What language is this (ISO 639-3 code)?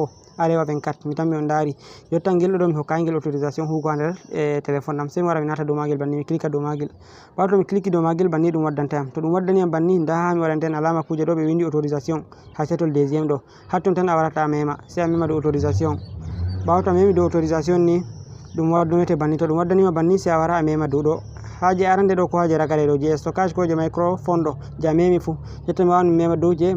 ful